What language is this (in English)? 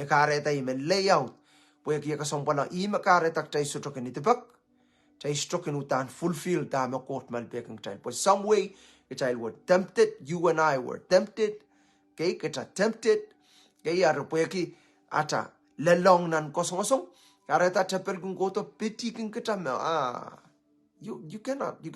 Pohnpeian